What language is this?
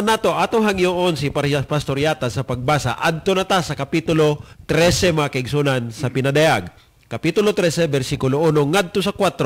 Cebuano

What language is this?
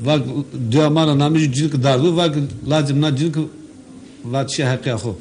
Zaza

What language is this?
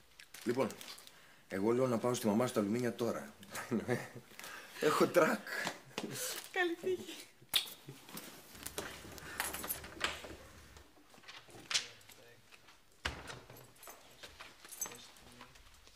Greek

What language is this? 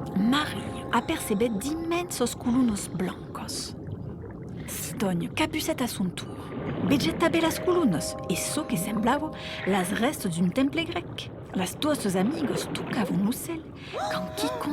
Occitan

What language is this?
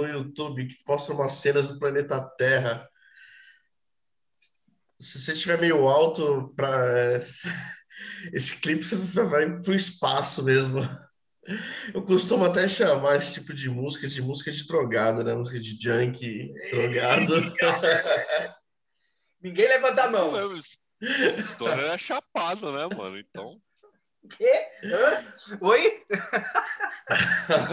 Portuguese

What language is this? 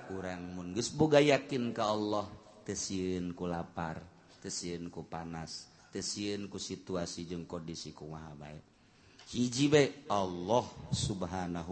Sundanese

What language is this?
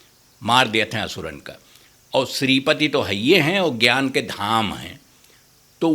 Awadhi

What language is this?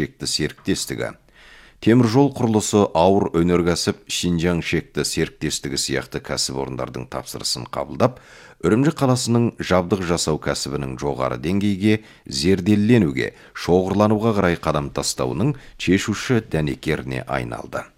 Kazakh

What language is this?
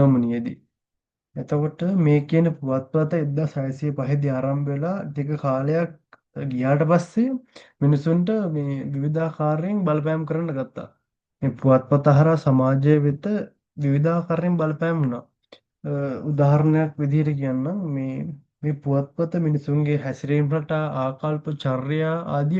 Sinhala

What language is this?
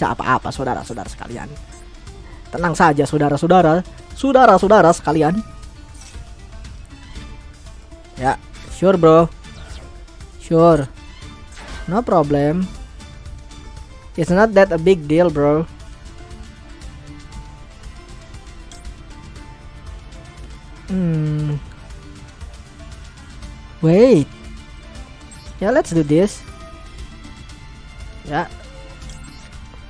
Indonesian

